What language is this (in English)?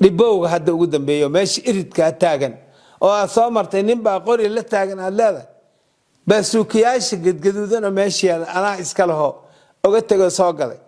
Somali